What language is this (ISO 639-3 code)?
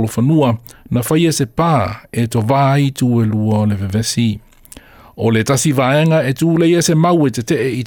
smo